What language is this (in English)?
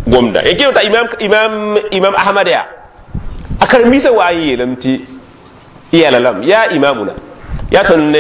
Mossi